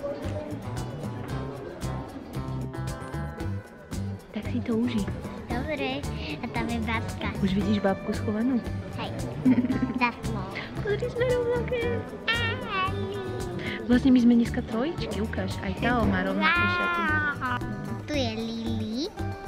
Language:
Slovak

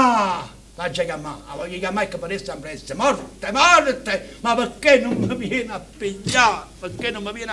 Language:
Neapolitan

